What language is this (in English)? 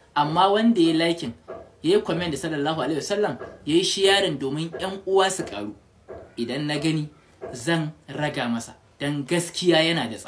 Hausa